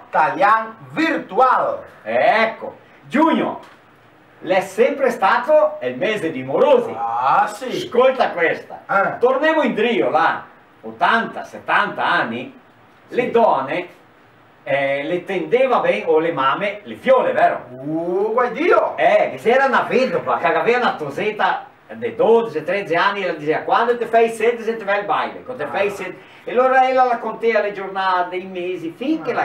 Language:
Venetian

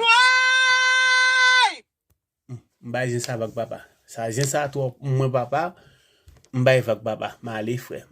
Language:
Haitian Creole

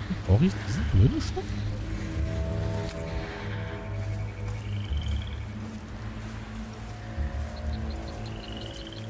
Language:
German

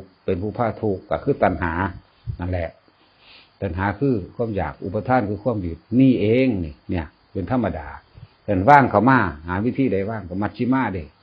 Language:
Northeastern Thai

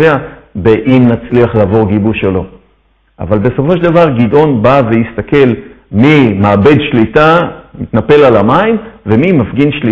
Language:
Hebrew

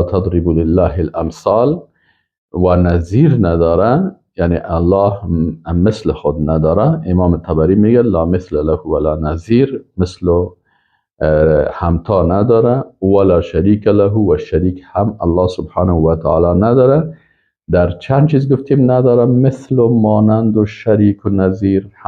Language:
Persian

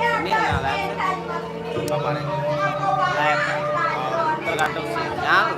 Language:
Balinese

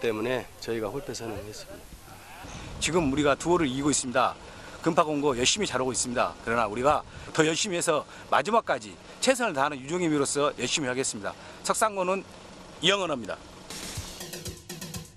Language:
Korean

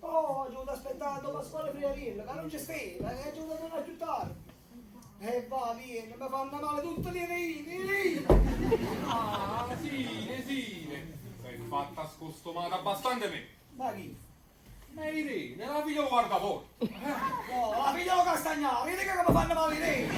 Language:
Neapolitan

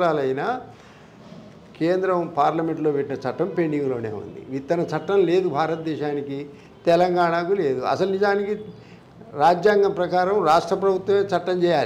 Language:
Telugu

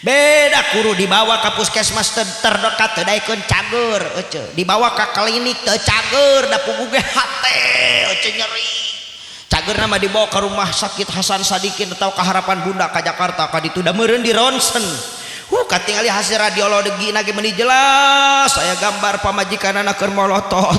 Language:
Sundanese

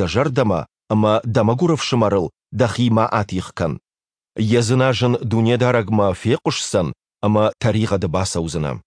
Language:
Ossetic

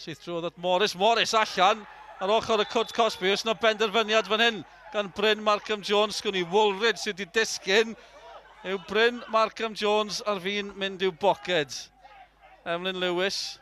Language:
Welsh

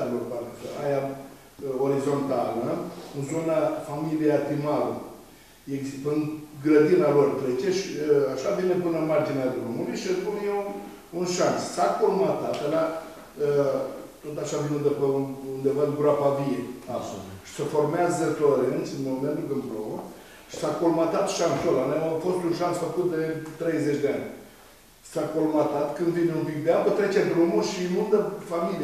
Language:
Romanian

